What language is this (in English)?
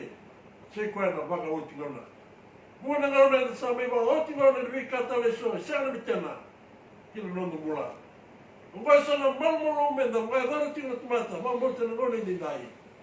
Fijian